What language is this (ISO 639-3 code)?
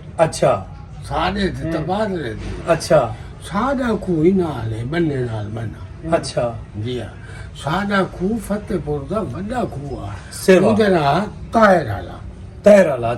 skr